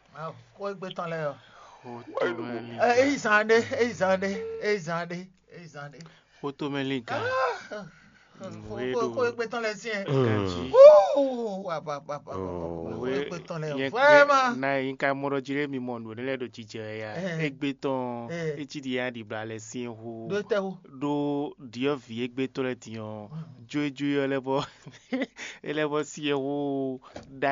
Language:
Fon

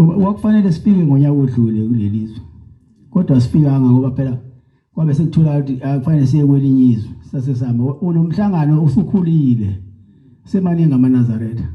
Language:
Zulu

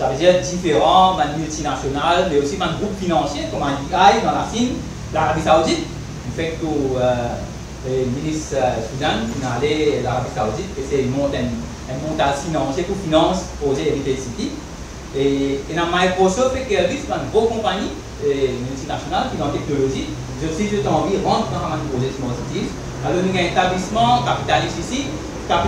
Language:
Morisyen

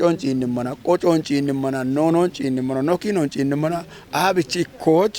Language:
Kafa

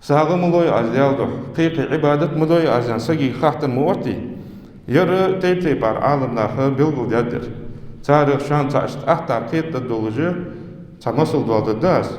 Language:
Ingush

